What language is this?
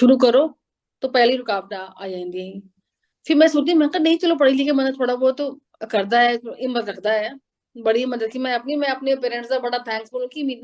Dogri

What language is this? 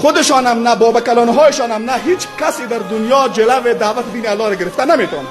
Persian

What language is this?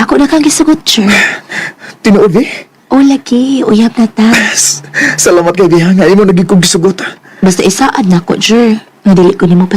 Cebuano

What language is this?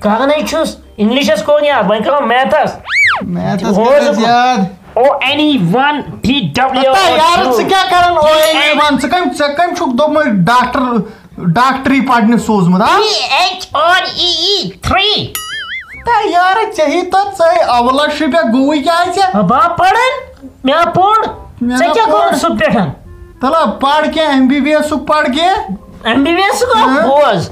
Kashmiri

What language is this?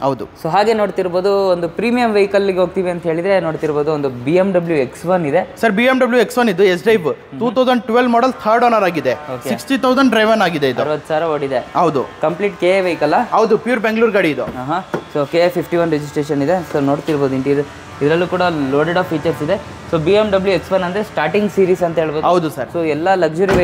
Kannada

